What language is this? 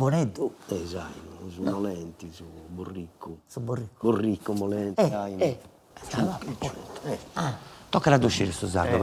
Sardinian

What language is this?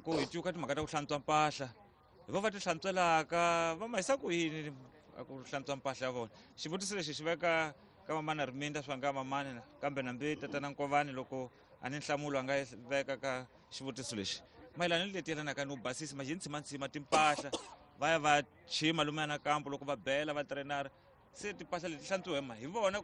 Tsonga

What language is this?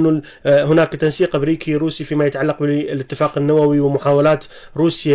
Arabic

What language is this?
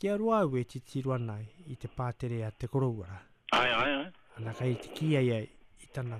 Māori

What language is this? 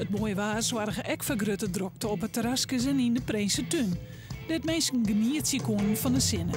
Western Frisian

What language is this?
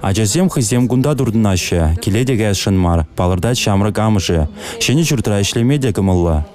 Chuvash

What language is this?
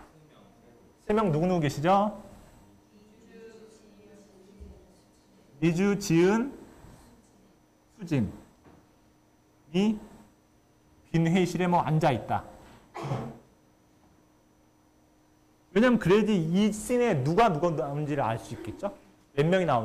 Korean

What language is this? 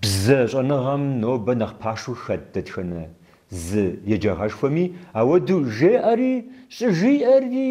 Kabardian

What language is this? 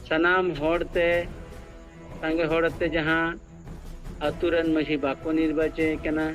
Santali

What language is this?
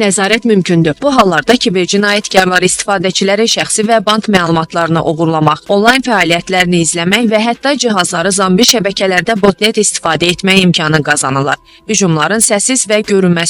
Azerbaijani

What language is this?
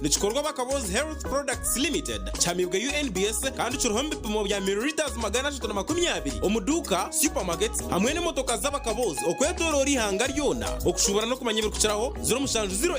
Nyankole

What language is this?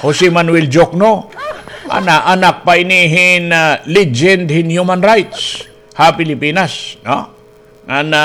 Waray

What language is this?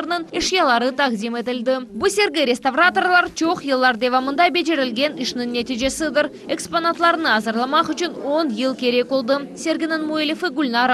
Crimean Tatar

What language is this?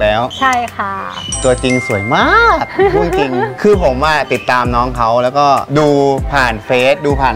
Thai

